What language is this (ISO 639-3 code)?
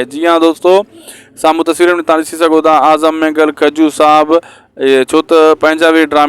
snd